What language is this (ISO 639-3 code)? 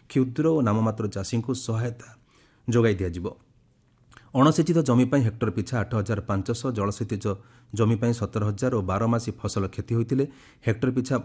ori